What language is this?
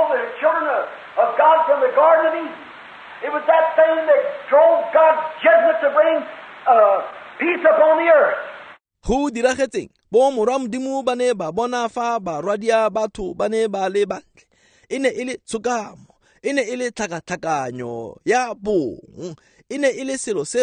Tswana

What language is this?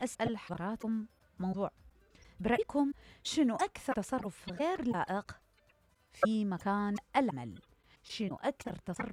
Mesopotamian Arabic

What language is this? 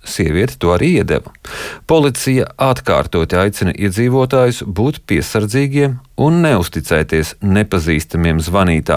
Latvian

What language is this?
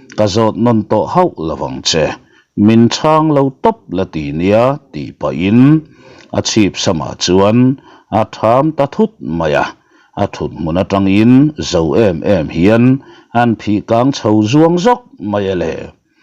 Mizo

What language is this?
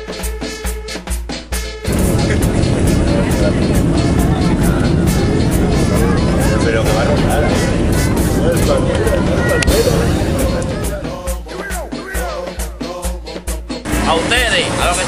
Spanish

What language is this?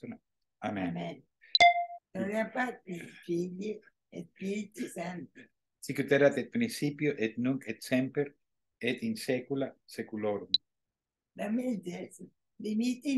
Latin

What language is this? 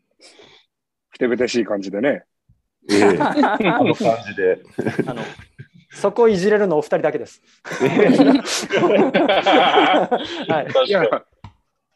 Japanese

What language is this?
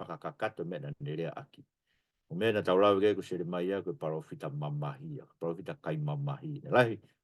Tongan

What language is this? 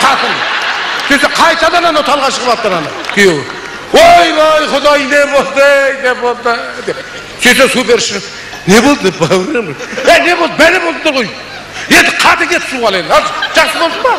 Kazakh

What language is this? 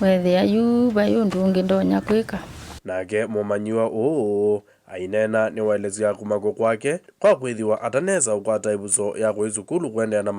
Kamba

